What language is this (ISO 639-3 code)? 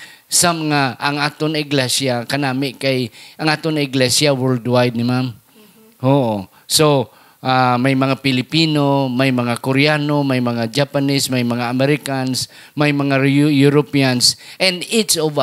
hil